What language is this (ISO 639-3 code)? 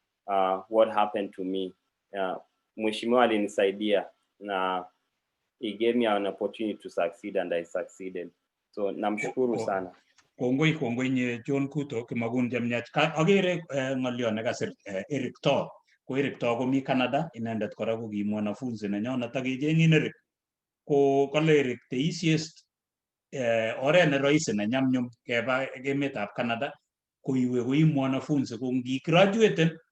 kln